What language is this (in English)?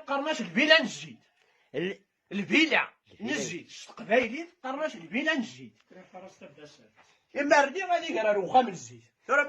Kabyle